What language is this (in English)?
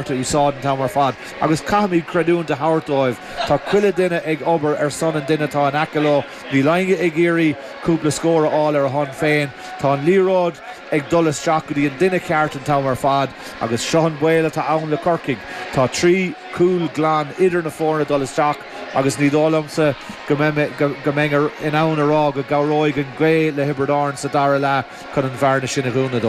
Irish